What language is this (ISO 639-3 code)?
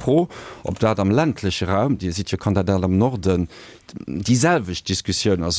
ltz